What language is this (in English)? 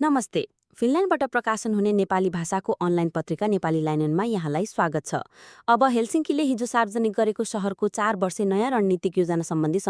Nepali